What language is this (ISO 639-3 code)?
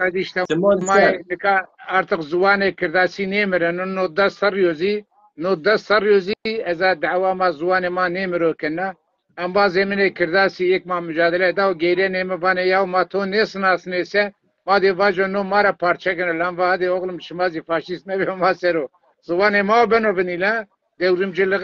zza